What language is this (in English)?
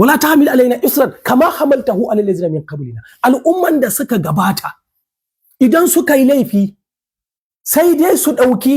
Hausa